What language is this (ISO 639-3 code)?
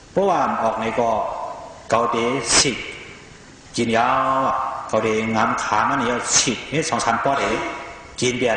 shn